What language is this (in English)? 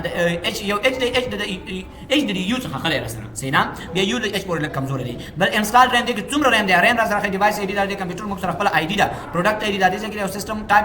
Pashto